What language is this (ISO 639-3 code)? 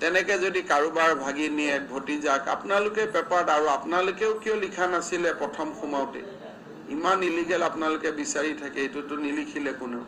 asm